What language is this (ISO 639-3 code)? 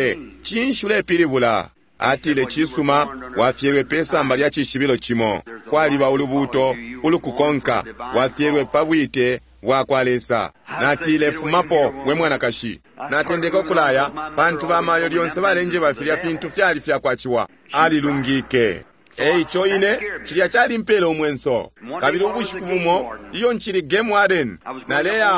bem